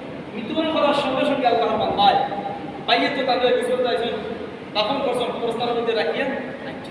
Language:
Sylheti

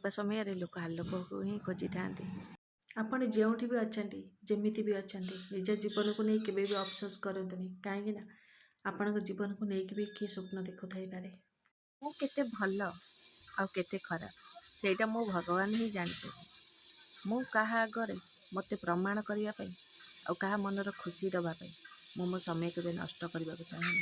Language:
Odia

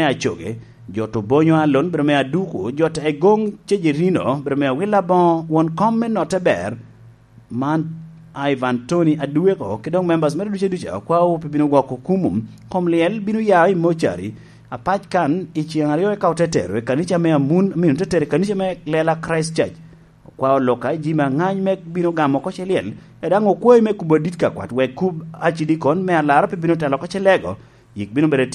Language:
Lango (Uganda)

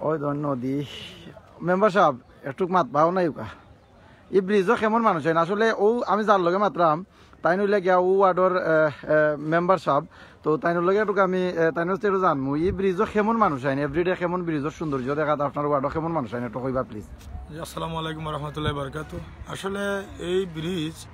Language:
Sylheti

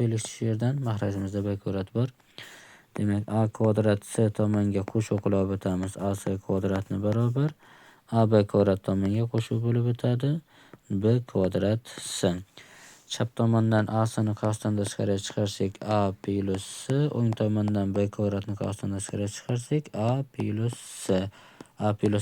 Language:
Uzbek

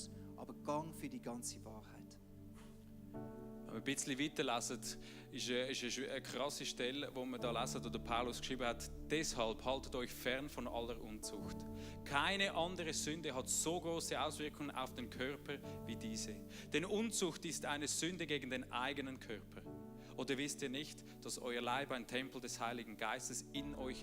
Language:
Swiss German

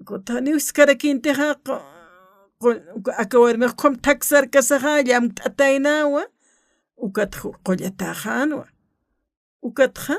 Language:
Aymara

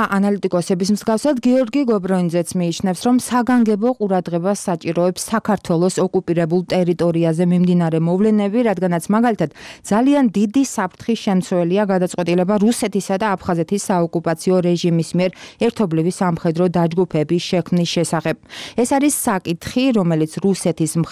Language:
Georgian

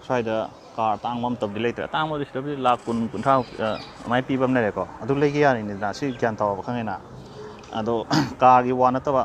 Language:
Manipuri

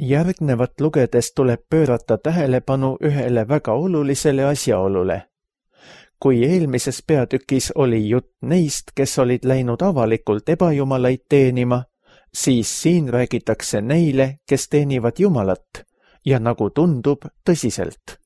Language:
Estonian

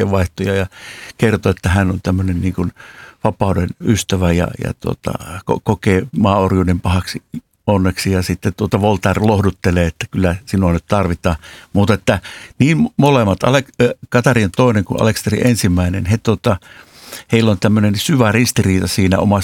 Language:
Finnish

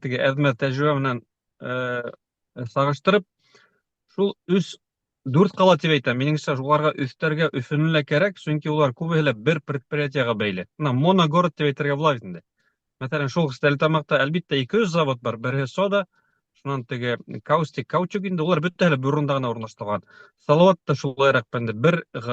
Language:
Bashkir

